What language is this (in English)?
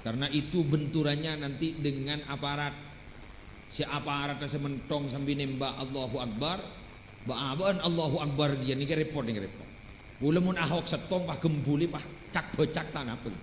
Madurese